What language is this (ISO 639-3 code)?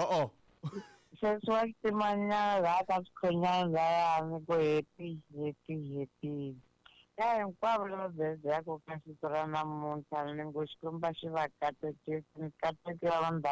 tso